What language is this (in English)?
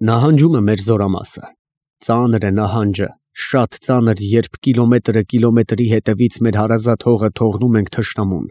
Armenian